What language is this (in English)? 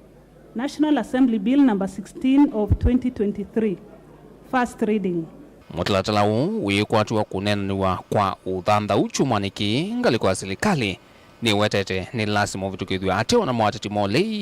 Kamba